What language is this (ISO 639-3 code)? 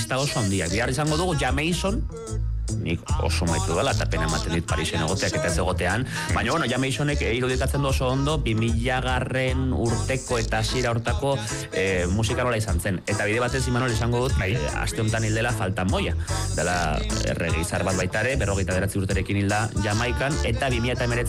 eus